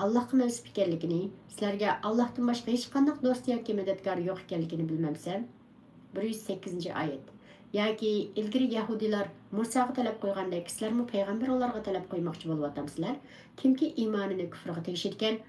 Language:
Uyghur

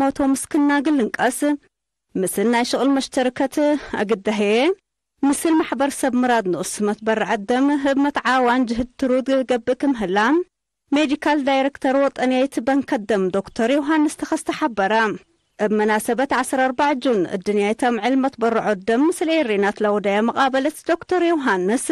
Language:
Tigre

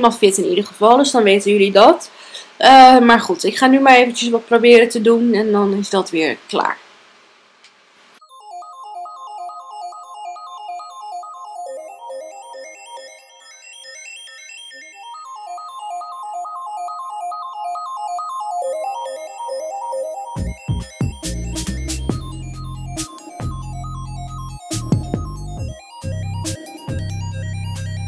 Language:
Dutch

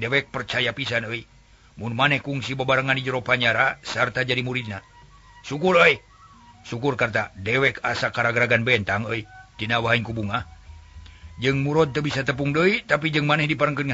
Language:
Sundanese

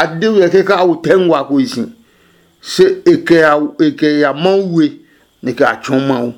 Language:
Adangme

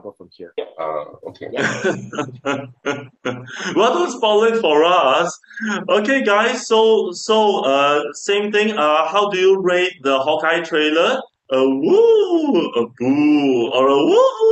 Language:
English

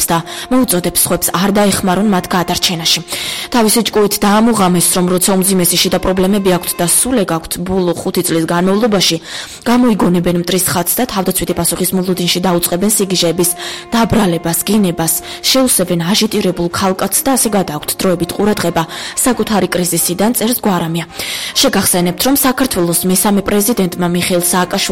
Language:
Georgian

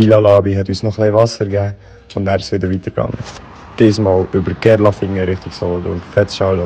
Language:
Swiss German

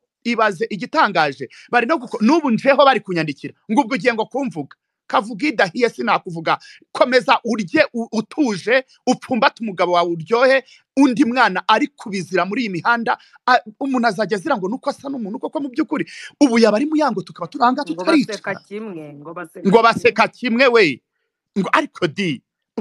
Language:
Kinyarwanda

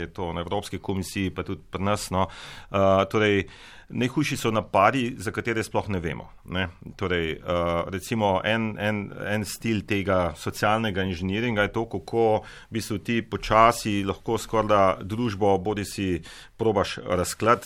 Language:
Slovenian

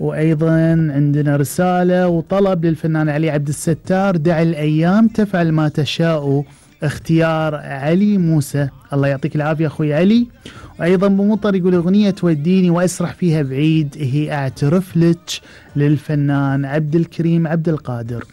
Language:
Gulf Arabic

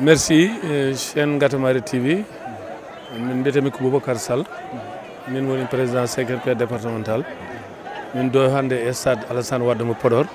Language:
Fula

